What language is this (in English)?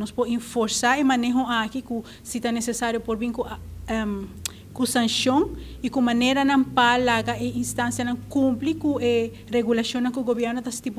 Papiamento